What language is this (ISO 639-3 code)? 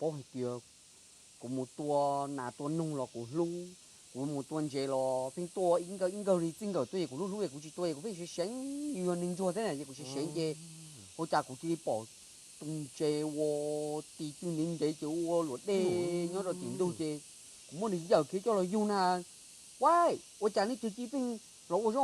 hmn